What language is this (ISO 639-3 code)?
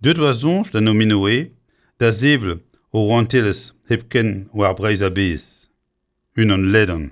bre